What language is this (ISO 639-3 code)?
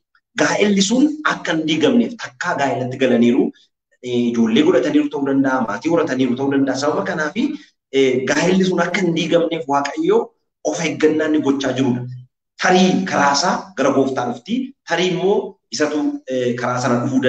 orm